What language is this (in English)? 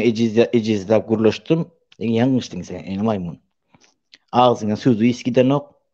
Turkmen